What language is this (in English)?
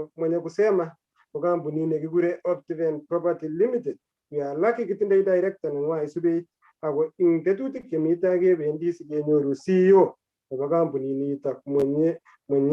Kalenjin